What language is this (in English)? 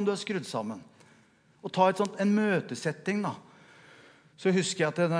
Norwegian